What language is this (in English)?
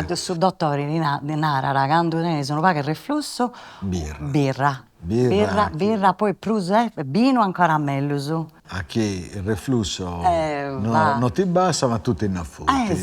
Sardinian